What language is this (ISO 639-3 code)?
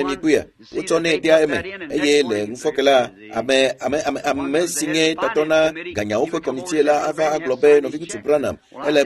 ewe